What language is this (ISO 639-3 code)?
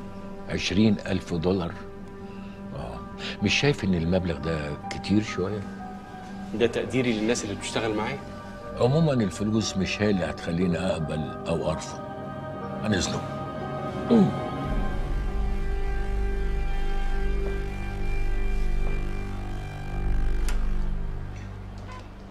arz